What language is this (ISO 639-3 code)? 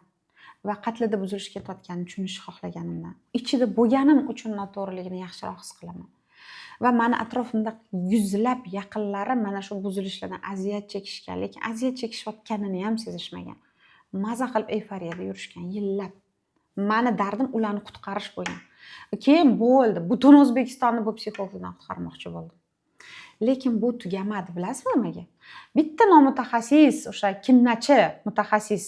uzb